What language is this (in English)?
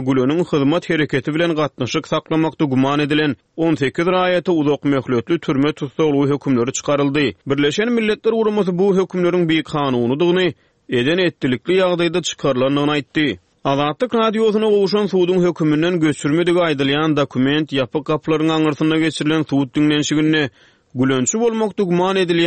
Turkmen